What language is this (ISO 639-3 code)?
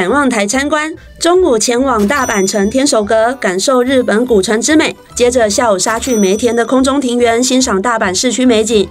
zho